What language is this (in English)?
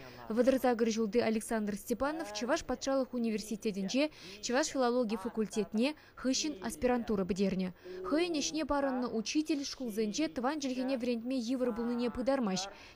Chuvash